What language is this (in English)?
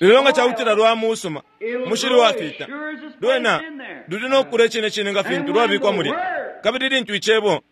Bemba